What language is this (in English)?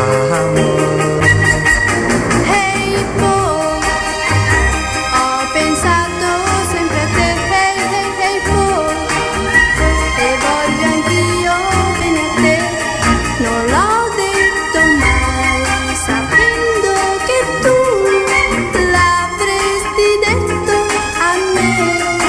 Italian